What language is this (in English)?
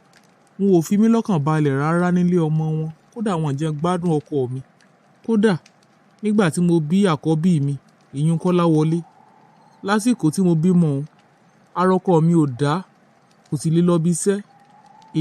Yoruba